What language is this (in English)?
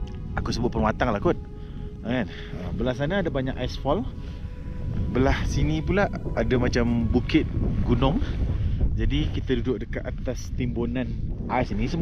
Malay